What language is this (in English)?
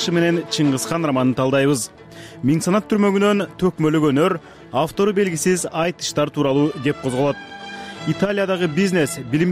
Kyrgyz